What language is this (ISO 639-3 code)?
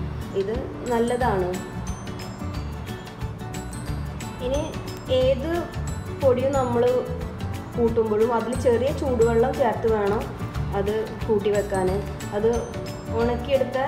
mal